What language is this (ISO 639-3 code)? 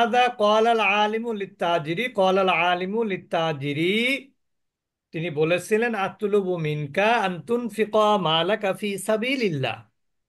ben